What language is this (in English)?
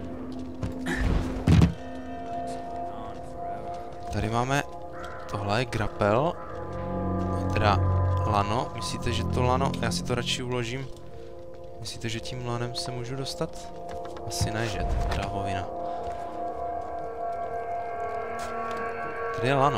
Czech